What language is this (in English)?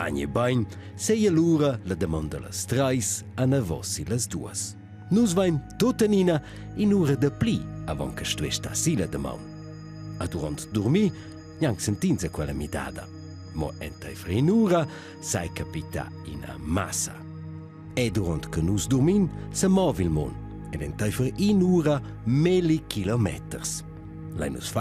Romansh